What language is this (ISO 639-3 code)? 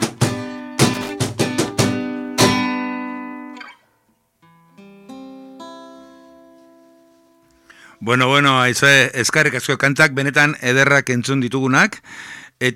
eus